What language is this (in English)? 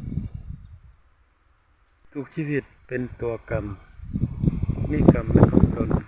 Lao